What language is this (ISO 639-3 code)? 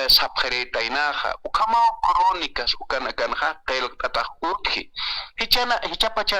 aym